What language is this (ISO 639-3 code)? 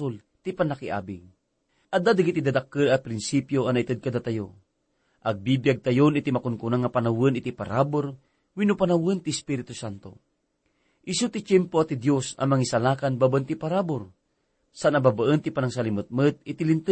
ilo